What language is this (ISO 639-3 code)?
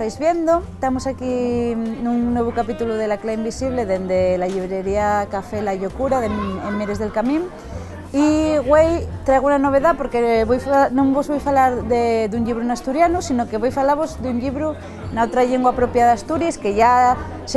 ast